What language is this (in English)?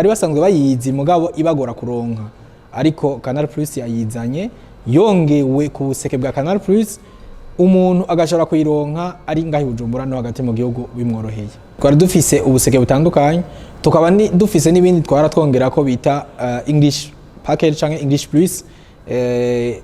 Rundi